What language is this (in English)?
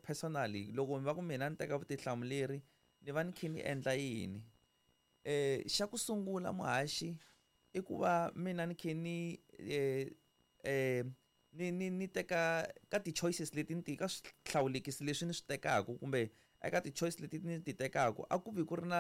Tsonga